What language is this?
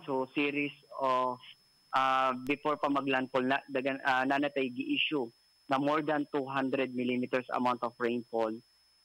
Cebuano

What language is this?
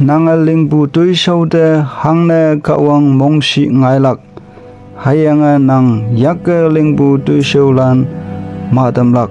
Konyak Naga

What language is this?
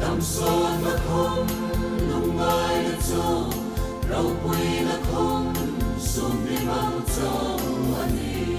Hmar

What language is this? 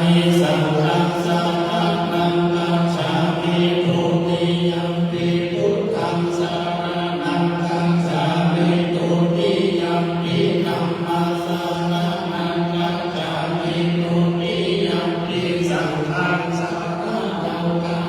Pali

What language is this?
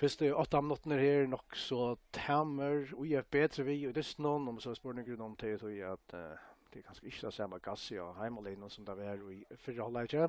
Faroese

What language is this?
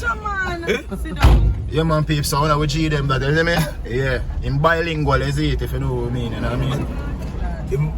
Jamaican Creole English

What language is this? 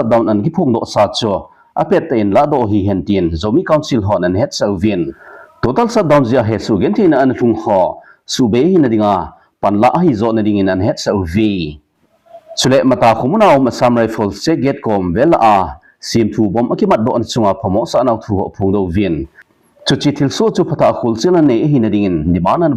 Thado Chin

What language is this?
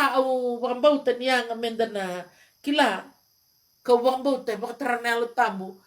Fijian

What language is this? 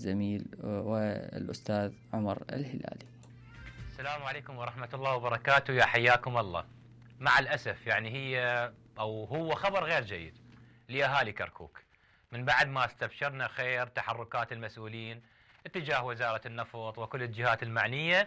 Mesopotamian Arabic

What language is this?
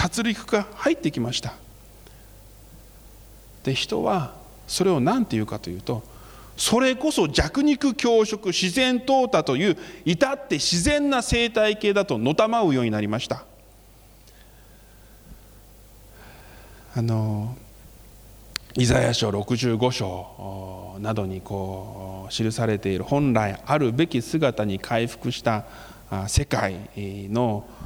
Japanese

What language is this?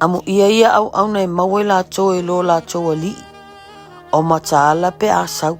Samoan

